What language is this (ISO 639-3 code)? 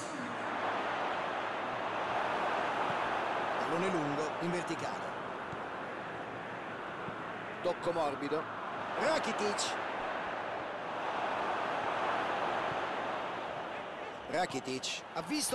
ita